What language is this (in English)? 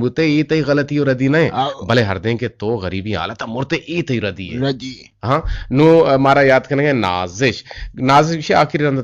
Eastern Balochi